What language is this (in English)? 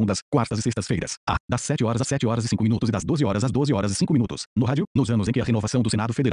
Portuguese